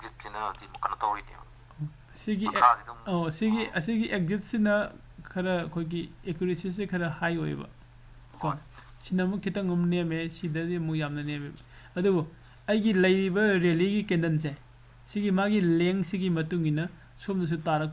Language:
Manipuri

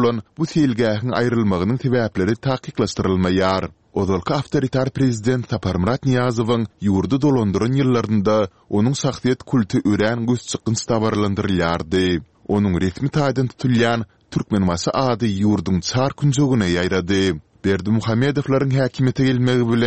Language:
Turkmen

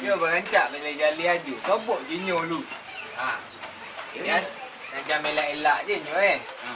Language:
Minangkabau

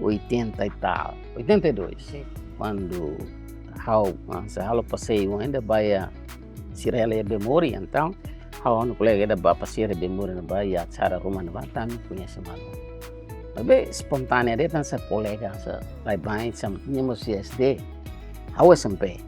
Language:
Tetum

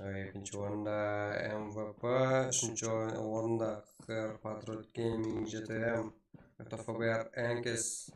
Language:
Kara-Kalpak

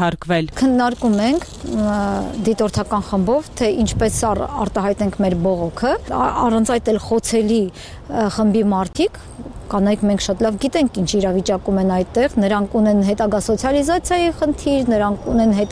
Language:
Armenian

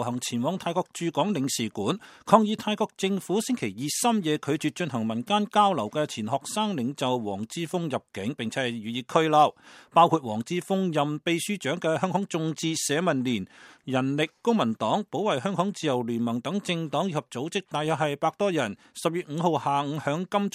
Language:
Cantonese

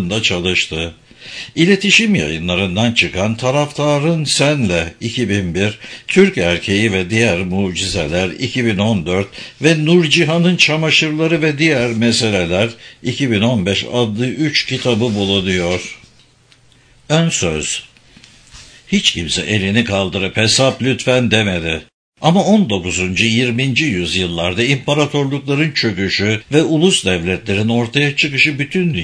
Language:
Turkish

